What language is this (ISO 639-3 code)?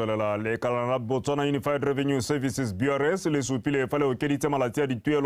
tsn